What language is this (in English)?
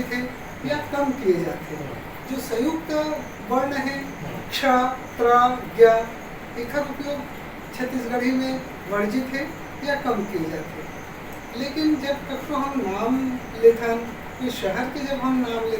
Chhattisgarhi